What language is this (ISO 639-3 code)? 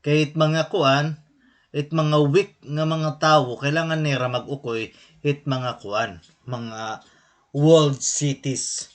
war